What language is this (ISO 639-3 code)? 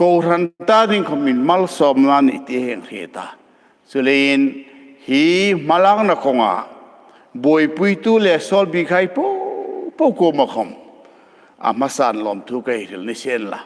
hmr